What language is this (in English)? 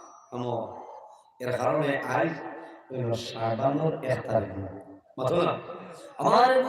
Sylheti